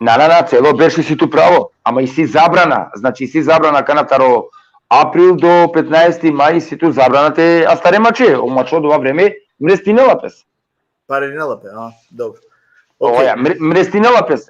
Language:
Balkan Romani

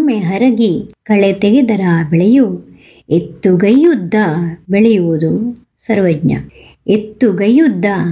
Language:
Kannada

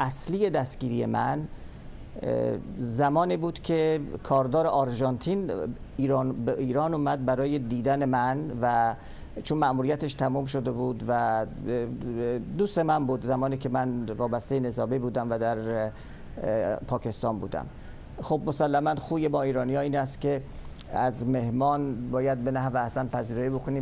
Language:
Persian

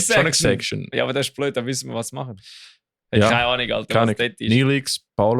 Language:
Swiss German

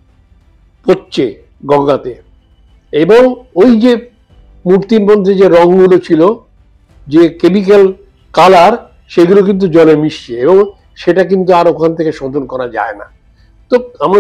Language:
Bangla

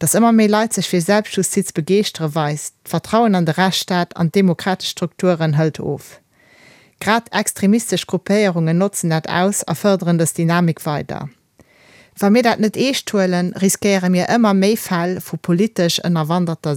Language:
Luxembourgish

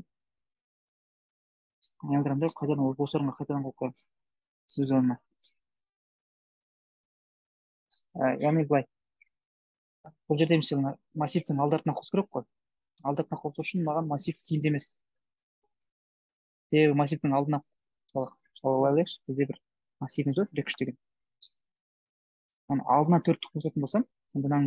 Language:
Kazakh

